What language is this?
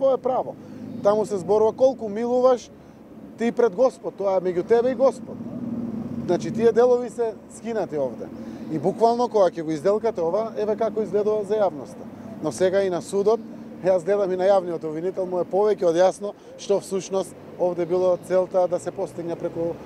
Macedonian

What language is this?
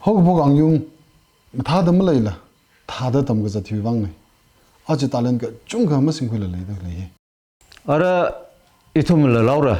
Tangkhul Naga (India)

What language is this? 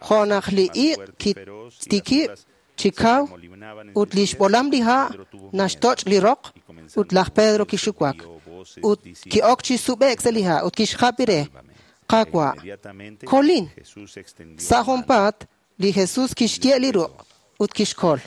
Kekchí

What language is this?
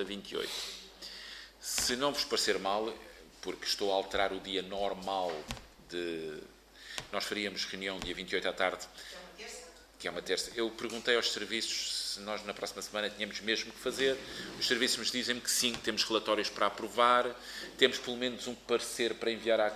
Portuguese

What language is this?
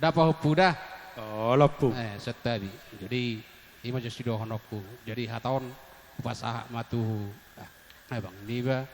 Batak Toba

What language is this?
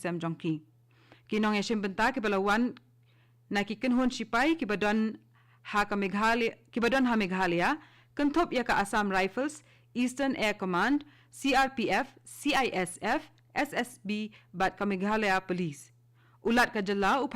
Khasi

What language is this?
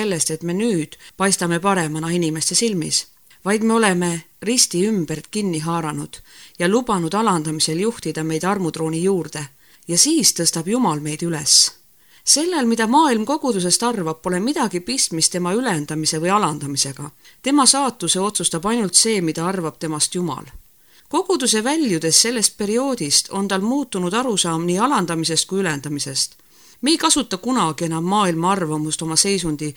Estonian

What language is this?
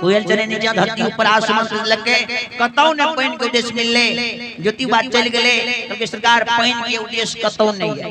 Maithili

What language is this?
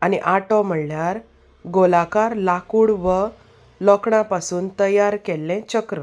Konkani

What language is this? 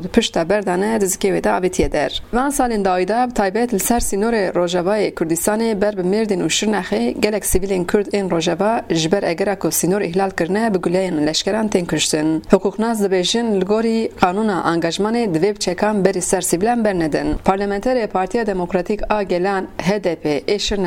Kurdish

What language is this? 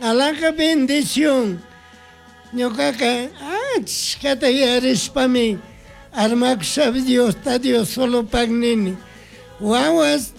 Chimborazo Highland Quichua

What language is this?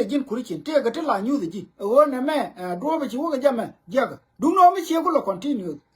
Nuer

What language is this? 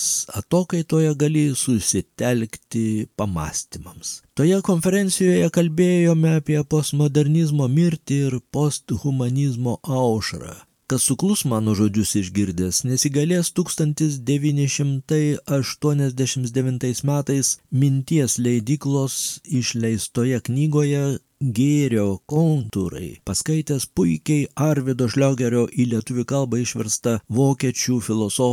Lithuanian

